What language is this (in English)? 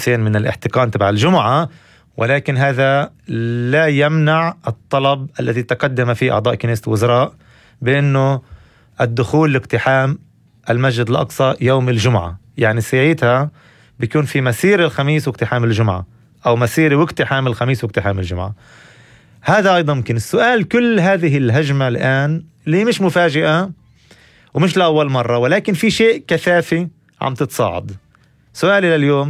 North Levantine Arabic